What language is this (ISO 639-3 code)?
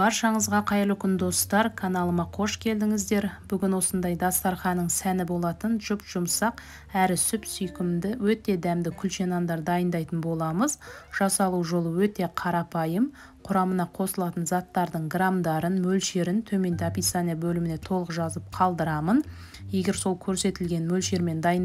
kaz